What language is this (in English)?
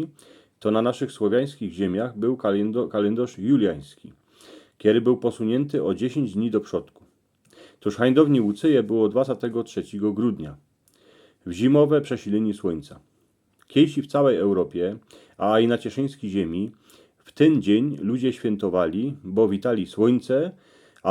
Silesian